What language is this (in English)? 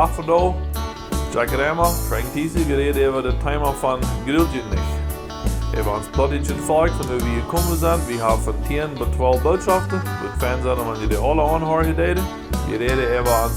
Plautdietsch